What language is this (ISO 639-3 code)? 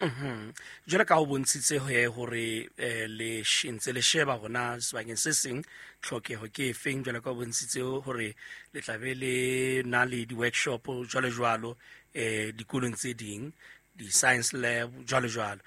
sot